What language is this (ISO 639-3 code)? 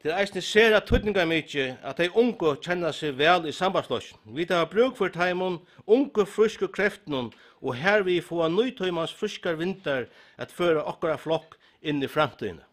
fao